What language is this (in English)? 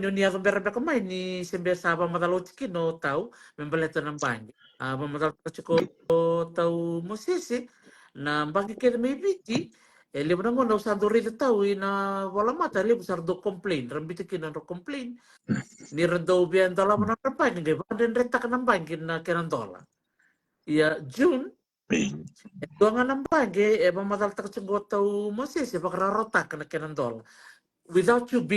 Fijian